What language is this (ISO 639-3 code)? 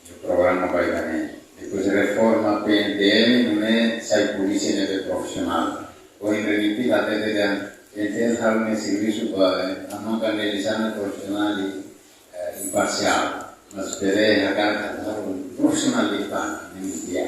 tet